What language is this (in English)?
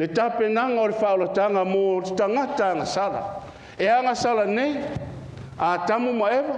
Samoan